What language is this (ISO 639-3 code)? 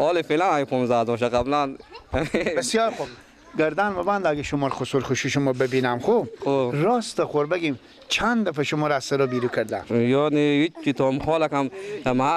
fas